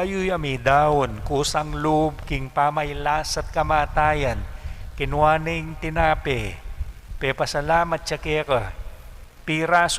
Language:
Pampanga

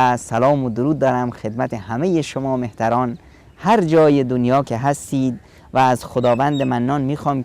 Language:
Persian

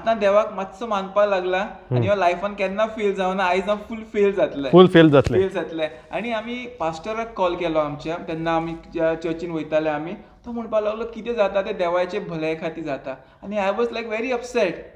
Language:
Konkani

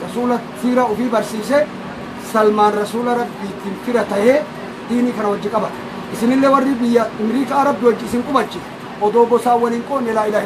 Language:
Oromo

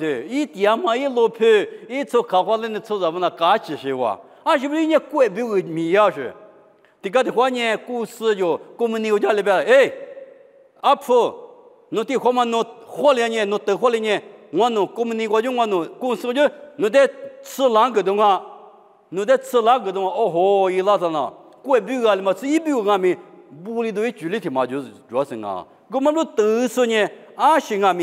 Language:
Lisu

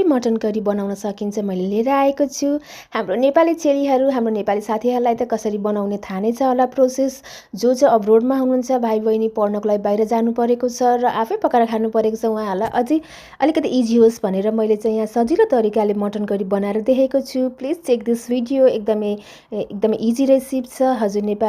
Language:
Nepali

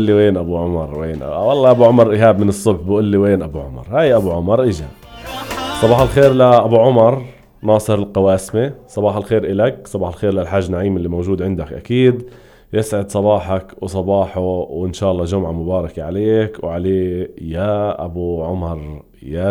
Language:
North Levantine Arabic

